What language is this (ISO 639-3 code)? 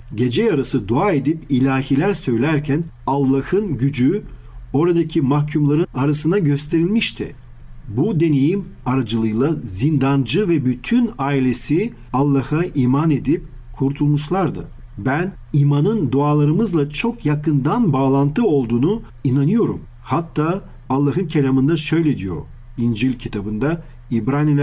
tur